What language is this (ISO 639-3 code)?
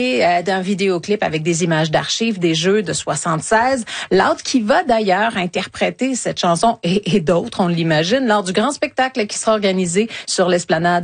fra